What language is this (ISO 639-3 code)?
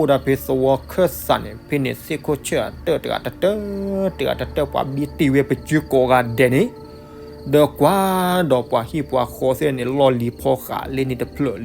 ksw